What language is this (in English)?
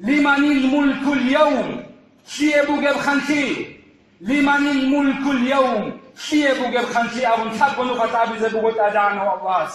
Avaric